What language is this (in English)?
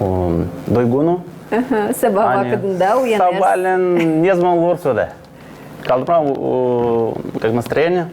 Gagauz